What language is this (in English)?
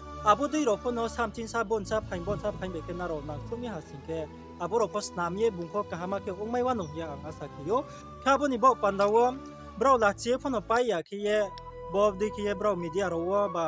Riang (India)